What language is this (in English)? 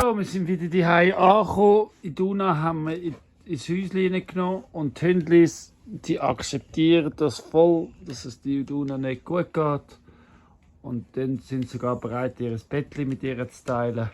Swiss German